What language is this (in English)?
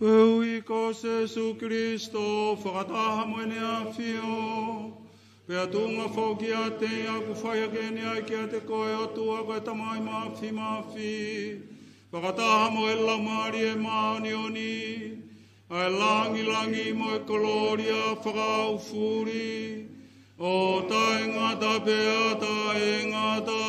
Tongan